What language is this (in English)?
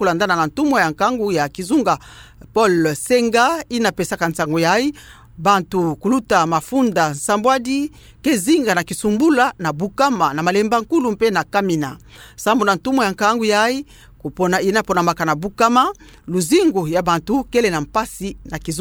Kituba (Democratic Republic of Congo)